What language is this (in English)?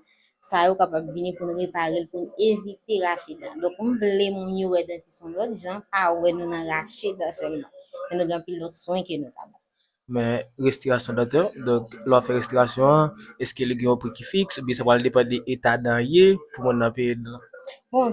Haitian Creole